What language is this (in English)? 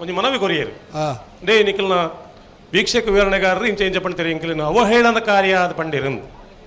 Tulu